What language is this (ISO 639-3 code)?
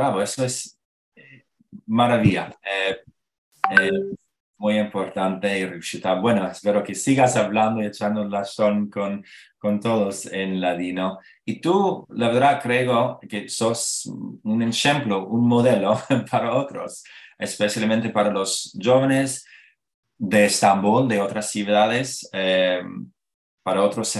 lad